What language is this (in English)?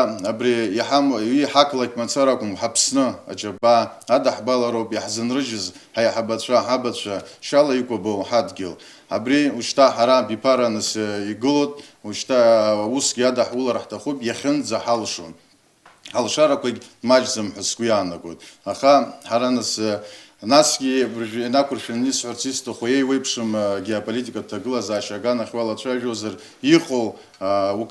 Abkhazian